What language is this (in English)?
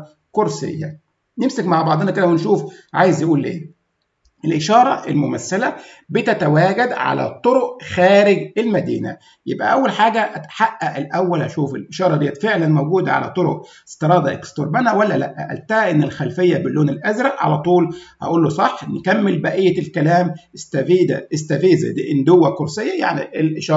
Egyptian Arabic